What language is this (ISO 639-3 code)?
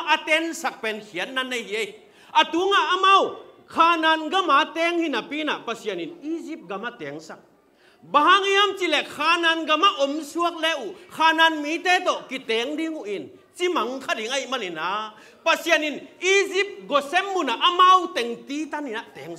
ctd